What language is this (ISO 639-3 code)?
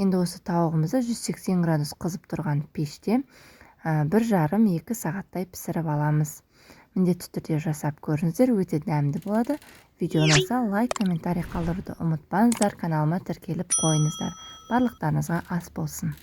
kaz